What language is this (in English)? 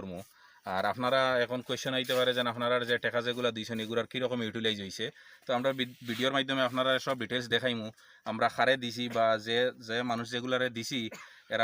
Sylheti